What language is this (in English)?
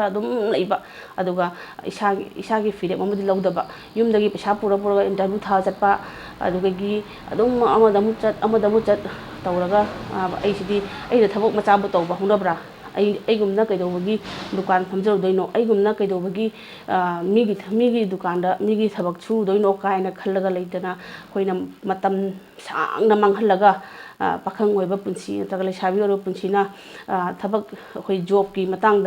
Manipuri